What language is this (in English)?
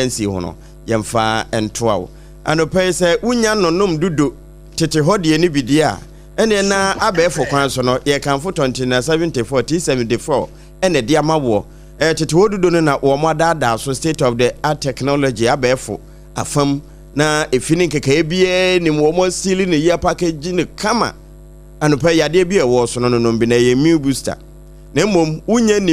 Akan